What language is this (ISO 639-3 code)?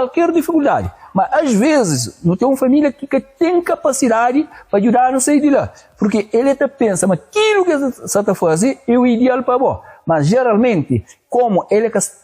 kea